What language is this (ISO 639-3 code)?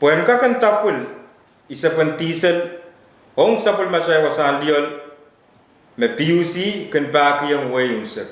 pon